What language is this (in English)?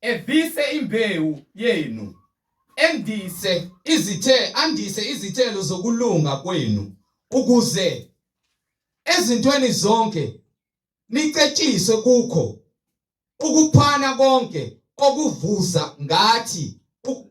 Zulu